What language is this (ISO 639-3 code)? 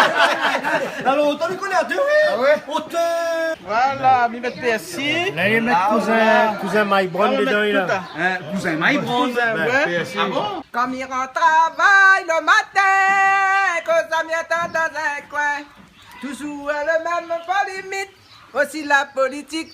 rcf